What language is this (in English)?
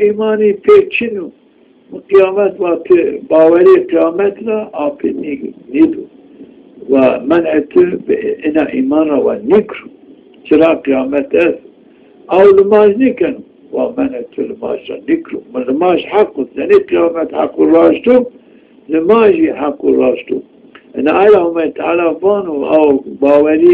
Zaza